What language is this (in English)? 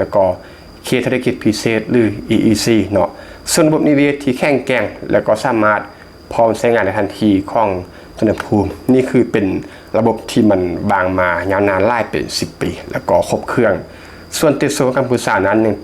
Lao